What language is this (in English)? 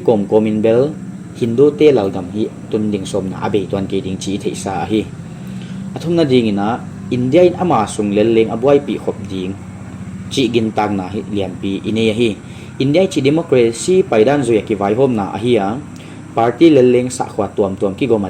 Paite Chin